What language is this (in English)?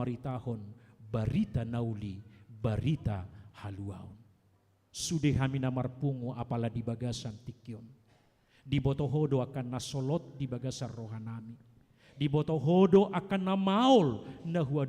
Batak Toba